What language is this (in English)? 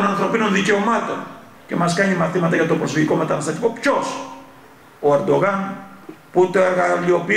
Greek